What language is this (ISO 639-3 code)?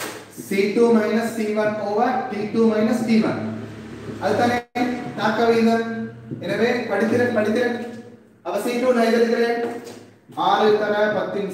tam